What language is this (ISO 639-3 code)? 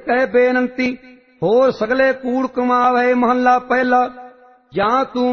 pan